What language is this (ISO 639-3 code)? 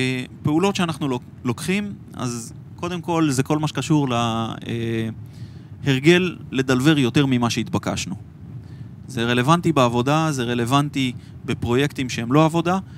heb